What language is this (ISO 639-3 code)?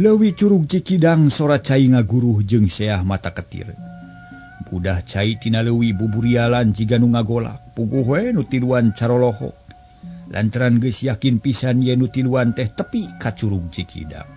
sun